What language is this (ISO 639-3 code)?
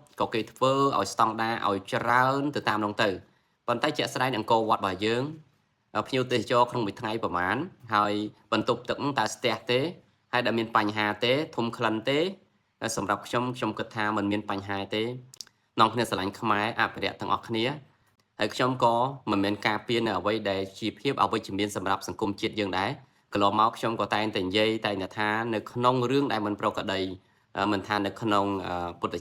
khm